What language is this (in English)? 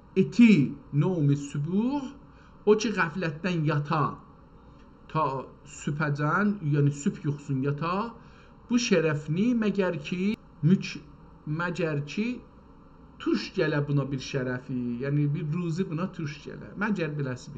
South Azerbaijani